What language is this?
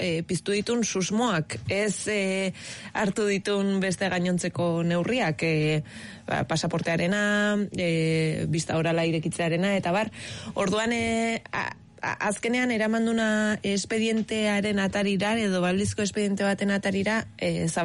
Basque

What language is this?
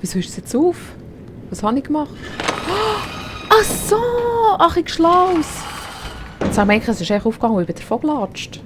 Swiss German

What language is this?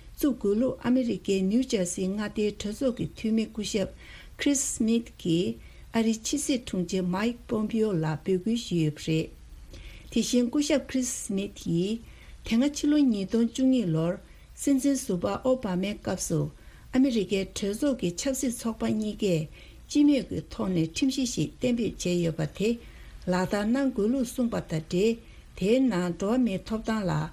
Tibetan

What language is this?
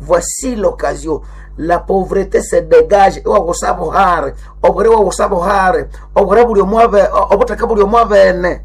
Nande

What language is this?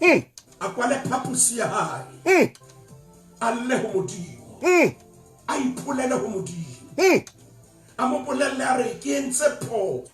Southern Sotho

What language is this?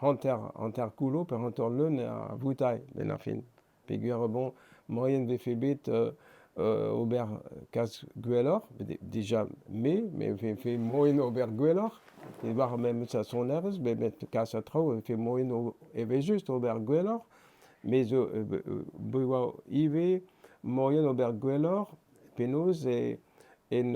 Breton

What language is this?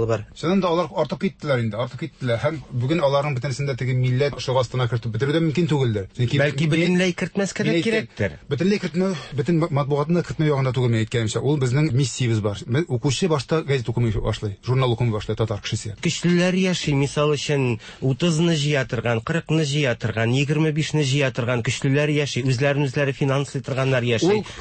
Tatar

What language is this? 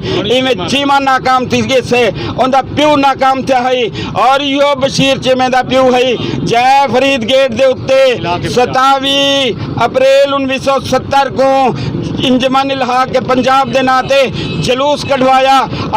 Saraiki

